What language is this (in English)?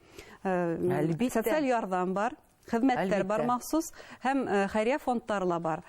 Bashkir